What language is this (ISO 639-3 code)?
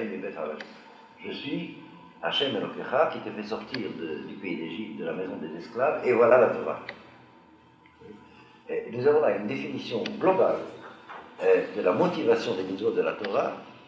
fra